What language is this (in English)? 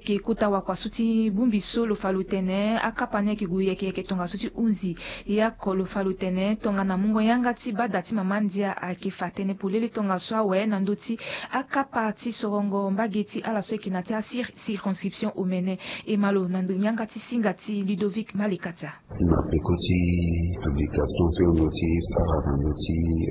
Sango